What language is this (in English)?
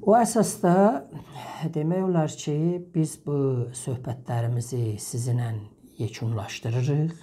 South Azerbaijani